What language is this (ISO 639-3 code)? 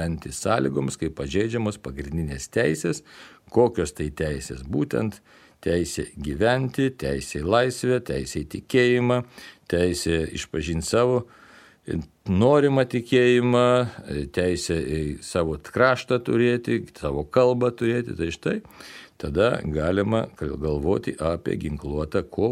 lit